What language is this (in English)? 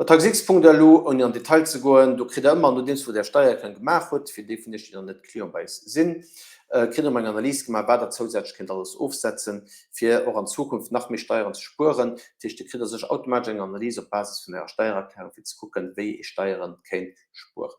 Luxembourgish